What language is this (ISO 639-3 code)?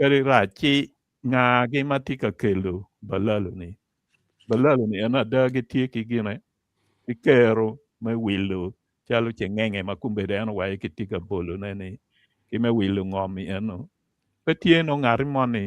ach